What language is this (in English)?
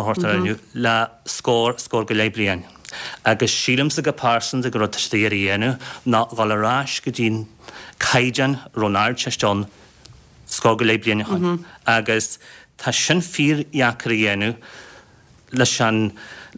Irish